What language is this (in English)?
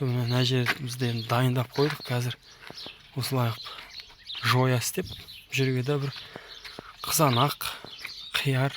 Kazakh